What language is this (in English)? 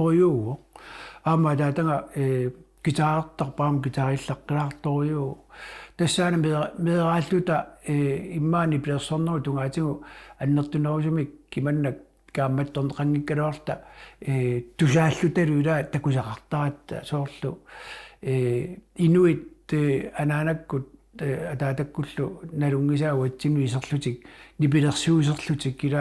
Kalaallisut